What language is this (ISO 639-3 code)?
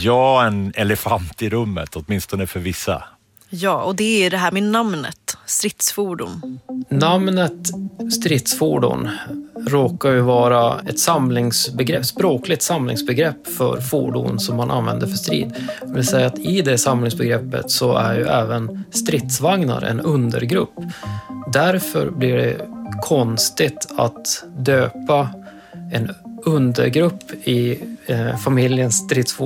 swe